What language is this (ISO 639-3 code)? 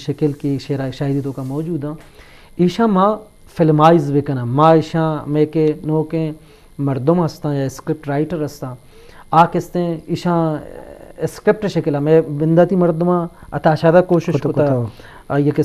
bgp